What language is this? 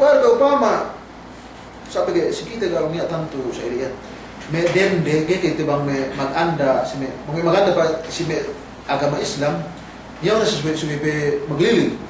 Yakan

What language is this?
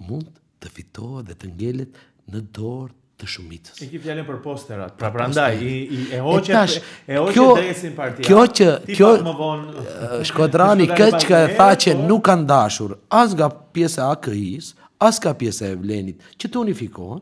Albanian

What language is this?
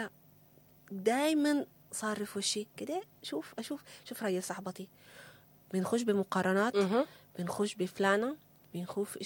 Sudanese Arabic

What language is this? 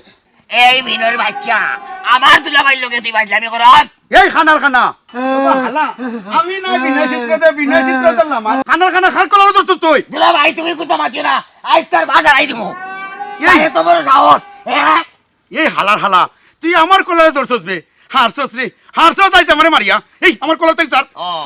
Sylheti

